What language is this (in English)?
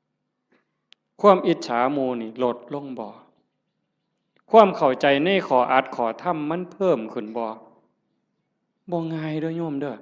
Northeastern Thai